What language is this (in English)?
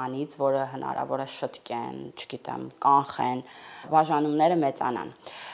Armenian